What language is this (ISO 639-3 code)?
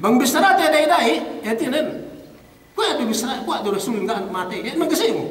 yka